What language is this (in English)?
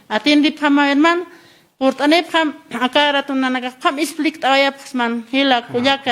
Aymara